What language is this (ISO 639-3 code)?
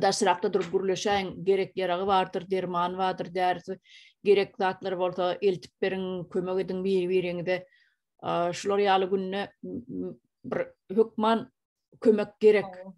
tuk